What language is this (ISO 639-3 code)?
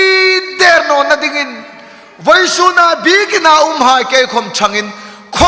hmr